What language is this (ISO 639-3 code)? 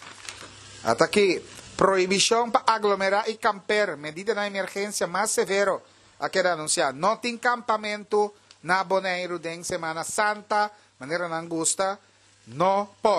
pap